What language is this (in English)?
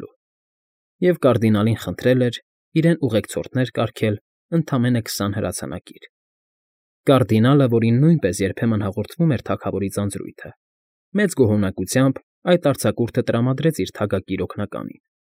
Armenian